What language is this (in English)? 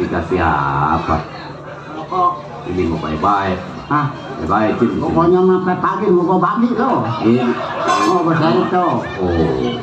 Betawi